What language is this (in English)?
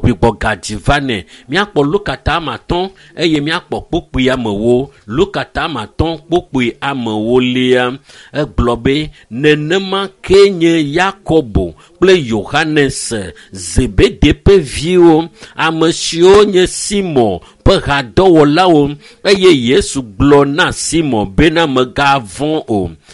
Ewe